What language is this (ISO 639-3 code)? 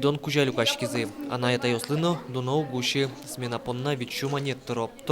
udm